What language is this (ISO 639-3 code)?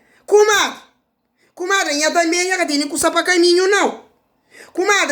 kea